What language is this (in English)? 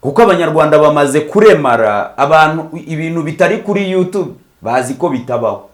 Kinyarwanda